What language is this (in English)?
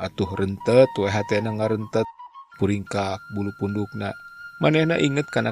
Sundanese